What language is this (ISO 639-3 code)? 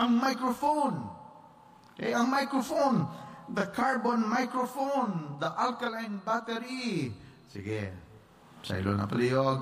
hil